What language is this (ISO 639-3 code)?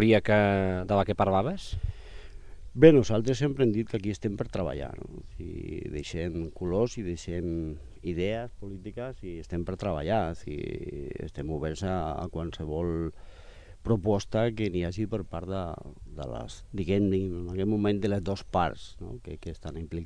cat